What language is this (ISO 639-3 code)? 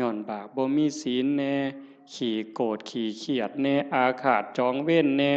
tts